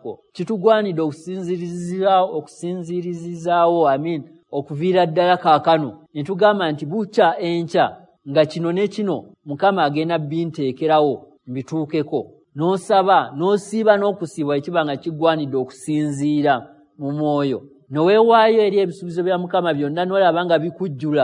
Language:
Ganda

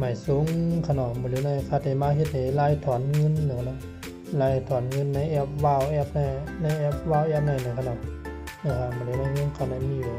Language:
Shan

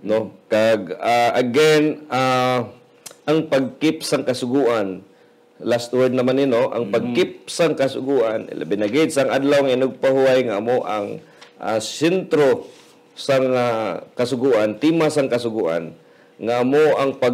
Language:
Hiligaynon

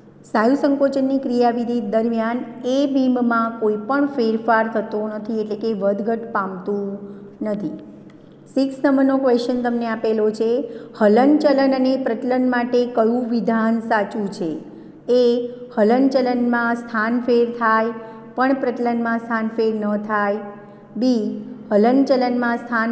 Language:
Gujarati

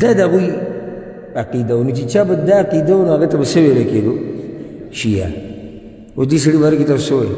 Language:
Pashto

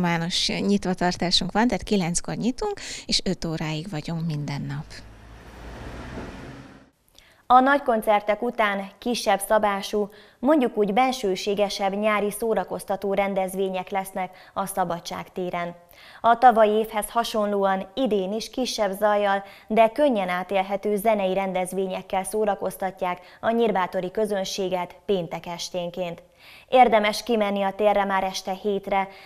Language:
Hungarian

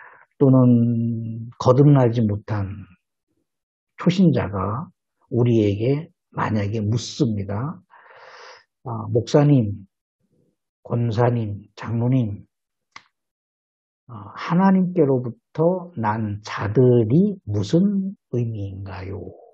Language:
Korean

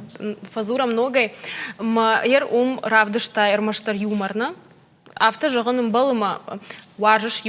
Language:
Ossetic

